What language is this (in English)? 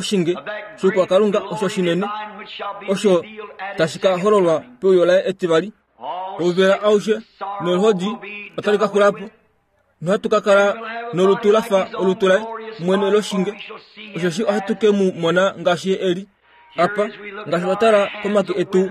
Kuanyama